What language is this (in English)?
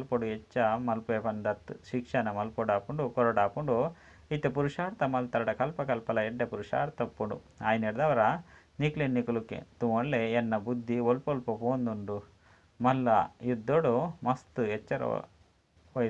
Tulu